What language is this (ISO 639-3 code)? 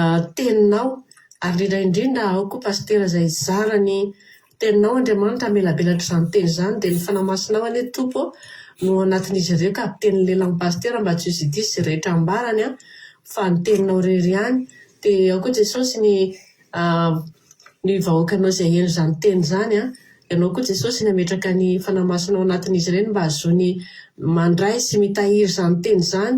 mlg